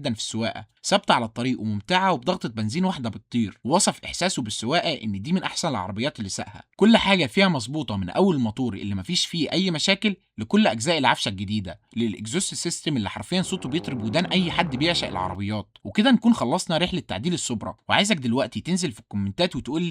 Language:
Egyptian Arabic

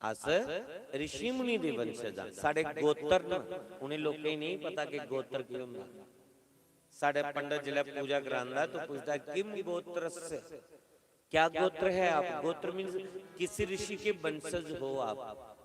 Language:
Dogri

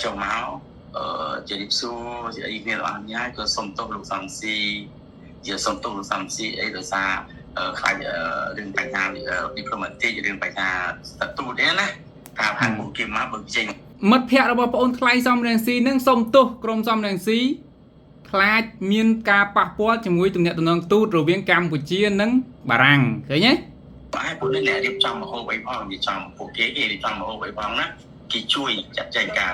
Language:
Khmer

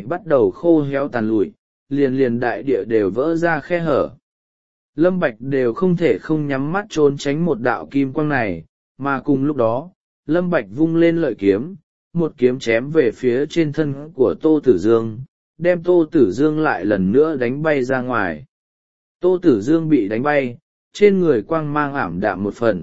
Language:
Vietnamese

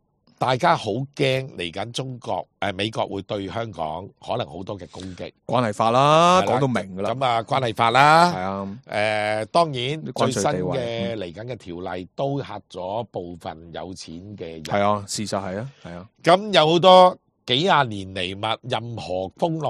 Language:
Cantonese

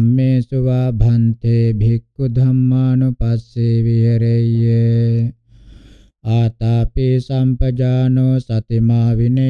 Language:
Pali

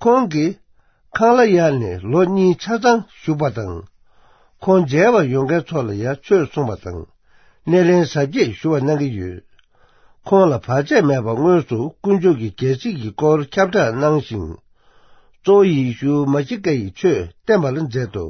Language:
Tibetan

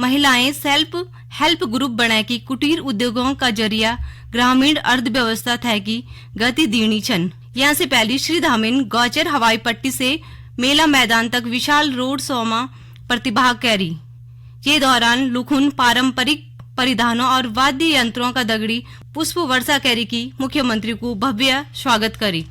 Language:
Garhwali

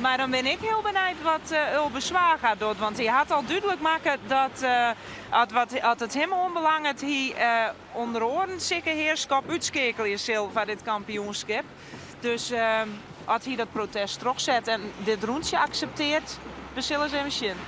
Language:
Western Frisian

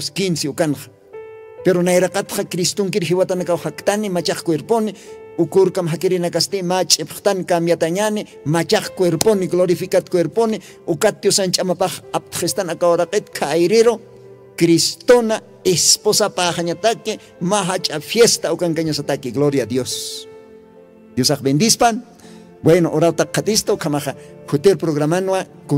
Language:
Aymara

